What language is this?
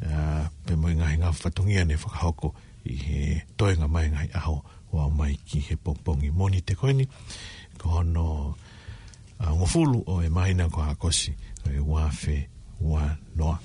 Tongan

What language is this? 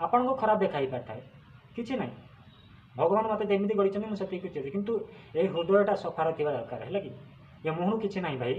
Odia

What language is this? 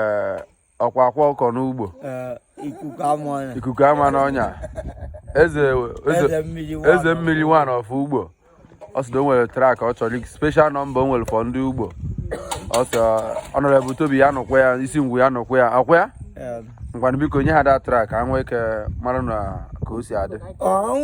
Igbo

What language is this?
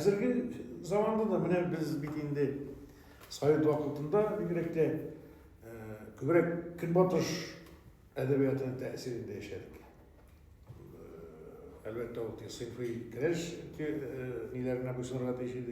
Tatar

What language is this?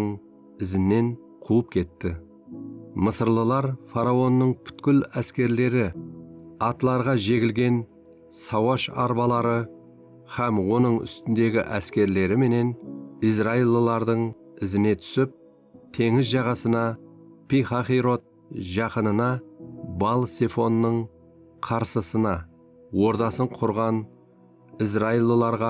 Kara-Kalpak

